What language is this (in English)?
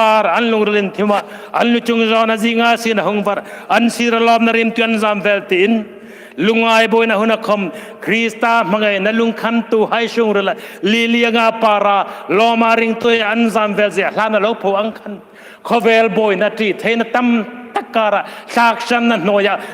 Hmar